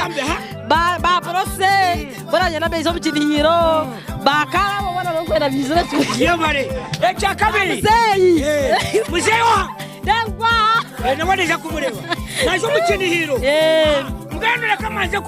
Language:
Nyankole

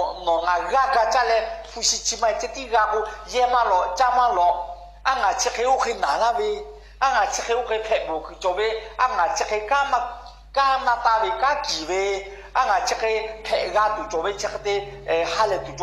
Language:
Lahu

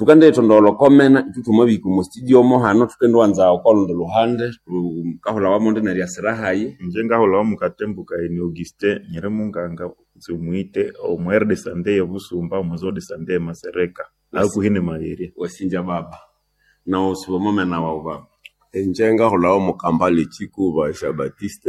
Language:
Nande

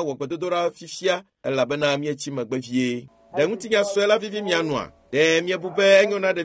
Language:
Ewe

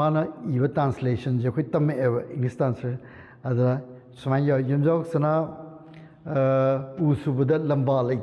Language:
Manipuri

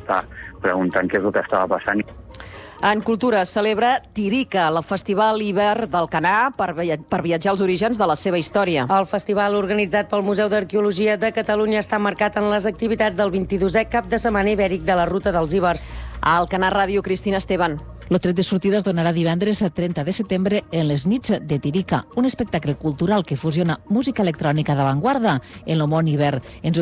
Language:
Catalan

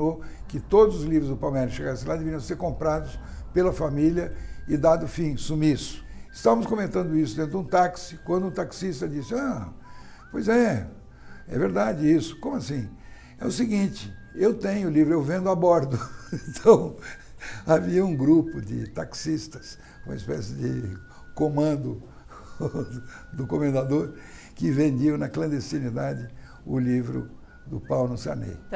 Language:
Portuguese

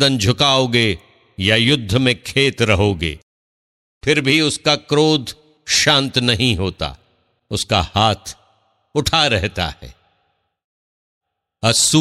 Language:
Hindi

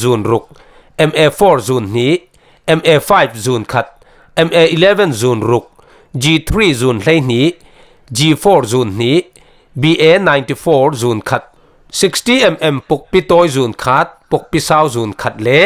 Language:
Falam Chin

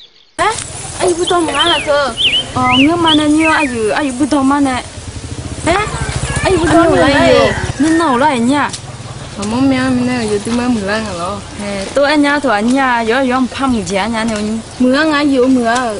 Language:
Akha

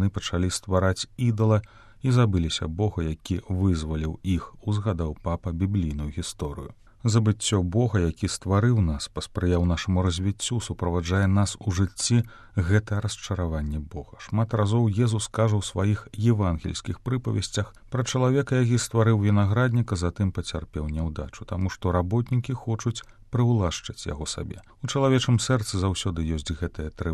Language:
Belarusian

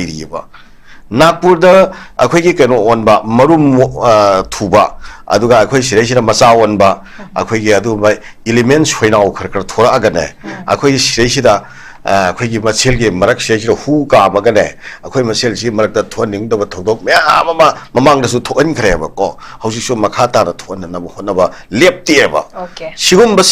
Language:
Manipuri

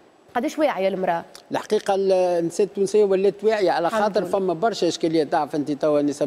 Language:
Tunisian Arabic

